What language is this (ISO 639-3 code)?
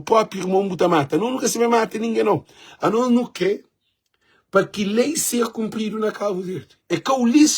kea